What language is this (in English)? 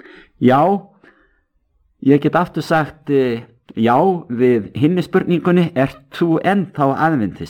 Icelandic